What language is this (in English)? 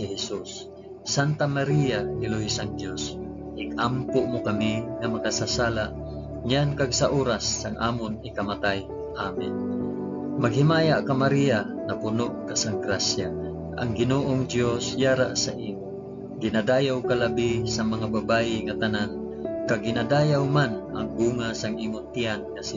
Hiligaynon